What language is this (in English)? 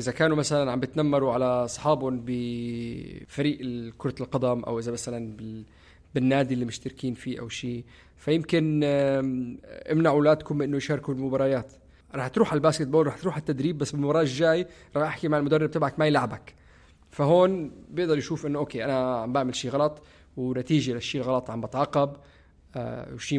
North Levantine Arabic